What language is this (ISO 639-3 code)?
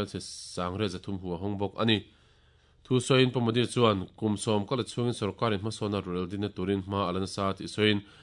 lus